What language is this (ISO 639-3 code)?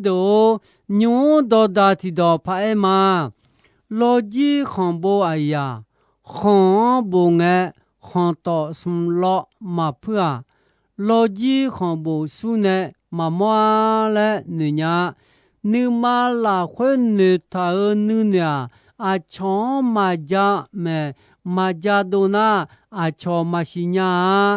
ahk